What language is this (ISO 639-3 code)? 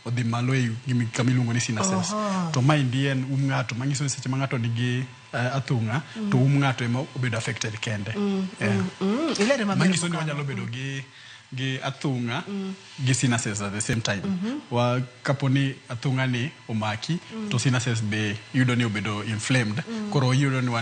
luo